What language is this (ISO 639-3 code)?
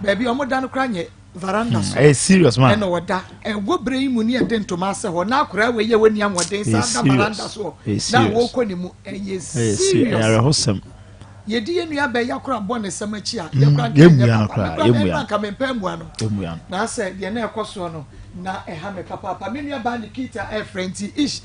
aka